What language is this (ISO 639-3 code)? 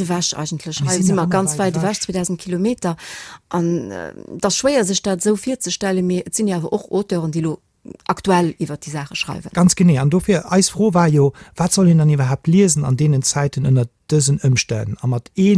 ltz